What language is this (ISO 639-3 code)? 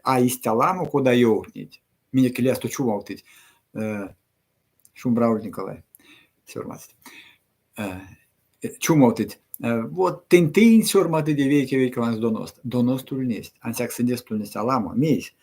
myv